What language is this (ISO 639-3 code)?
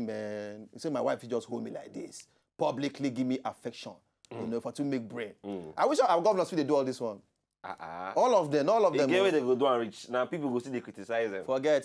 pcm